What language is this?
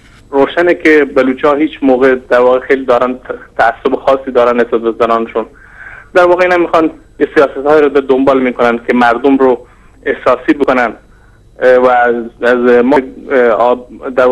Persian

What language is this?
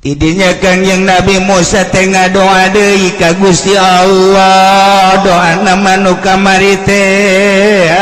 Sundanese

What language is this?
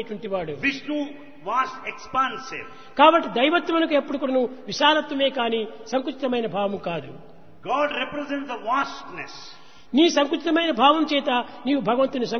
Telugu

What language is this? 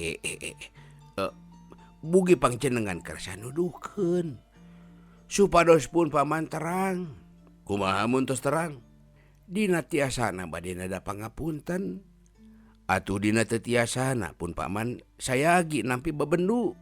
Sundanese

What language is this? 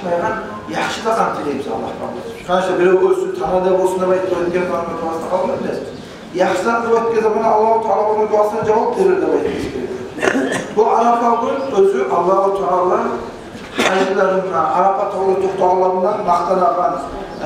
Kumyk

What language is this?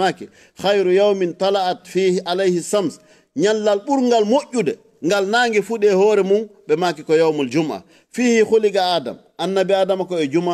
Fula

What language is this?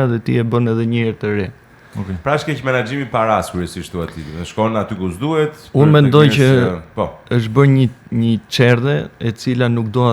Albanian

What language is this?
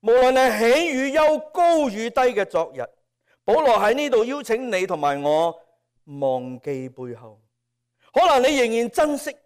Cantonese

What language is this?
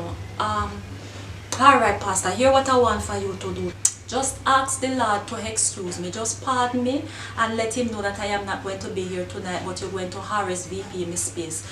Jamaican Creole English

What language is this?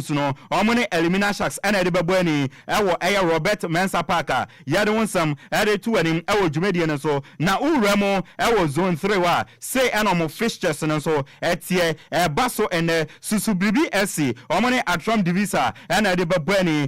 Akan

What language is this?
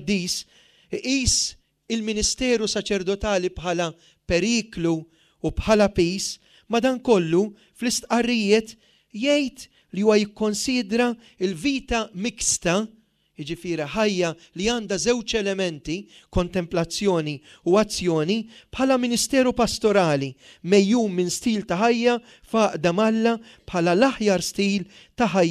Maltese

